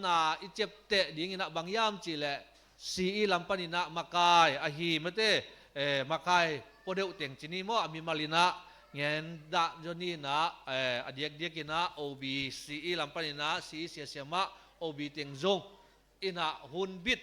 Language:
Tedim Chin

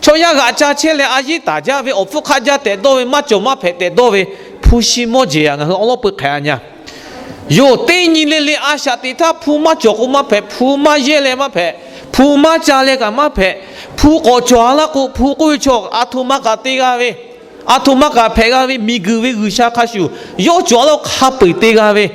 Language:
Lahu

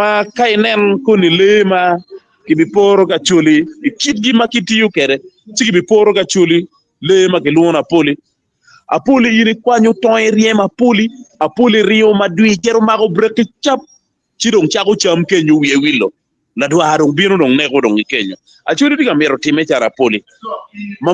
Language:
Acoli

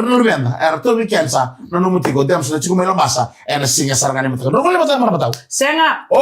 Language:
Fijian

